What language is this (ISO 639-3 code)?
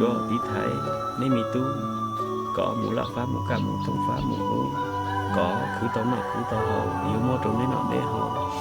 hmn